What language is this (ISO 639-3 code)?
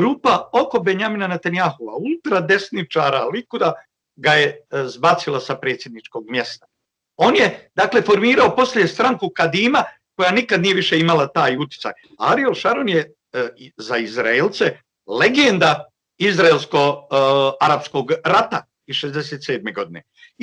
bos